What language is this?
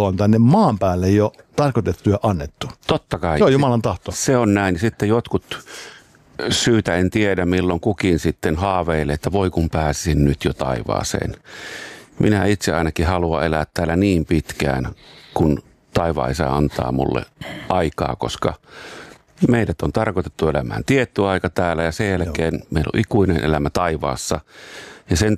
Finnish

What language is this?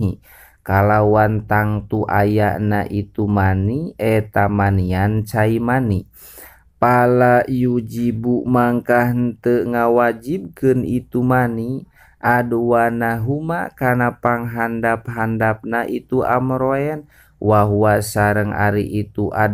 Sundanese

